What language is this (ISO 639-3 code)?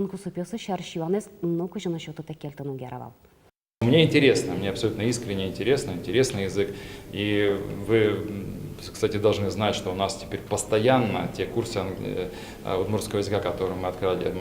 udm